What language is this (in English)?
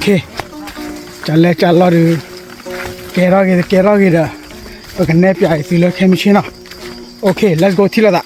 S'gaw Karen